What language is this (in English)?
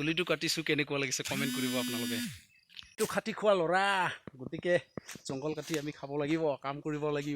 Assamese